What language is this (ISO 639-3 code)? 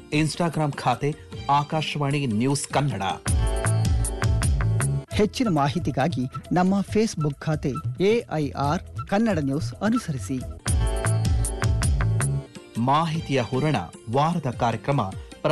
kan